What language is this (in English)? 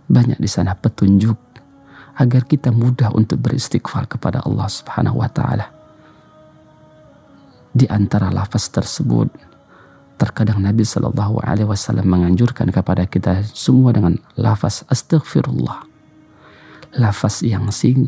Indonesian